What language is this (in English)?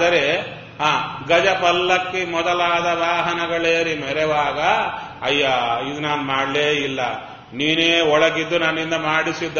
Kannada